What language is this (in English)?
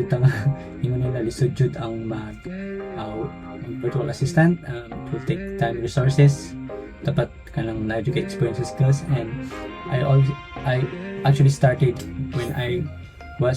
Cebuano